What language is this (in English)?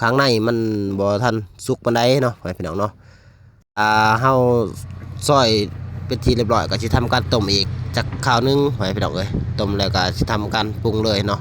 Lao